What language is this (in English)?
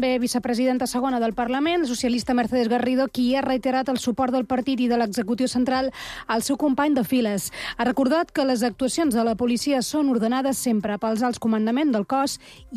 Catalan